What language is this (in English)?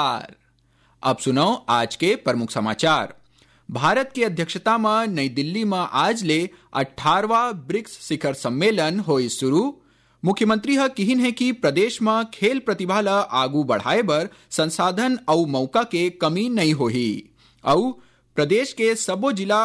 Chhattisgarhi